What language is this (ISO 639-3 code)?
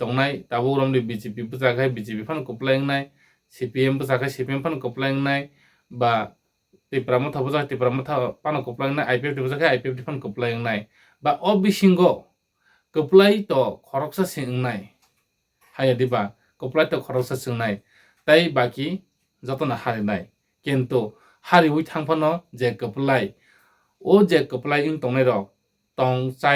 trp